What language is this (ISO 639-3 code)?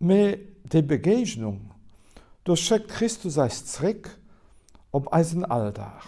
ltz